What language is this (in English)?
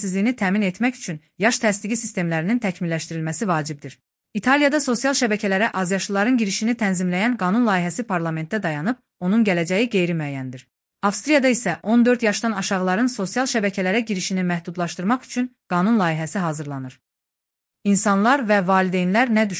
Azerbaijani